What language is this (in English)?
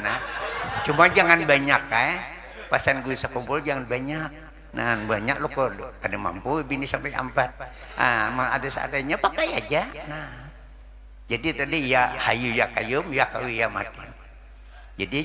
Banjar